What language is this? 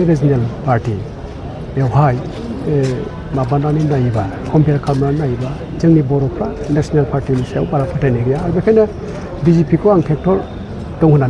Bodo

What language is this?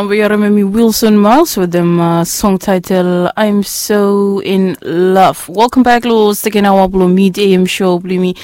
Bislama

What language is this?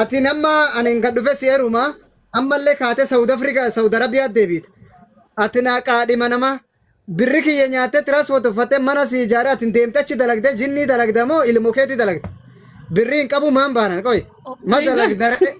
Oromo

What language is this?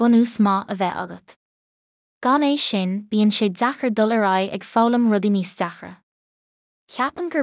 Irish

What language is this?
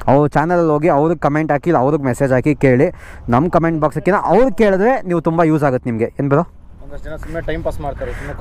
Kannada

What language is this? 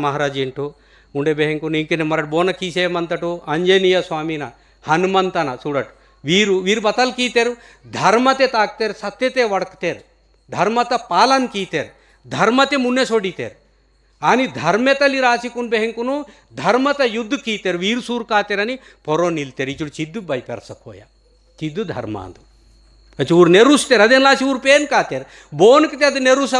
Gondi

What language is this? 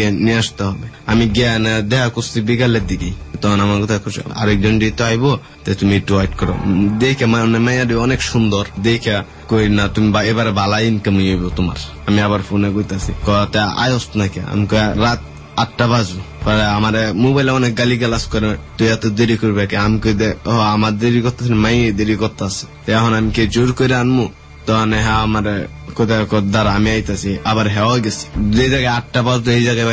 Bangla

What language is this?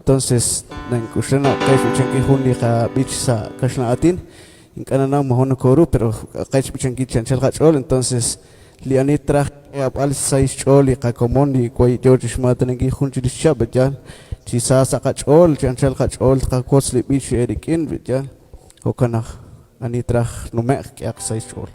Kekchí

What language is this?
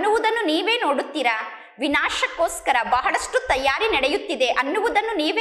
Kannada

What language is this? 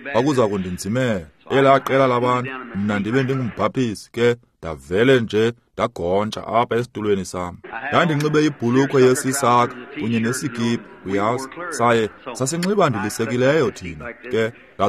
Xhosa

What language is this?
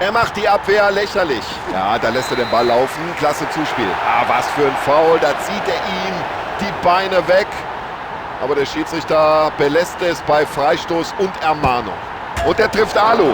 Bavarian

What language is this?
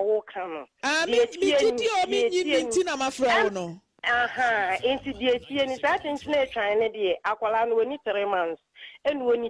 Akan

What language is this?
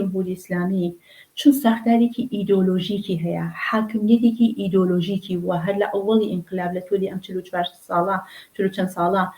Central Kurdish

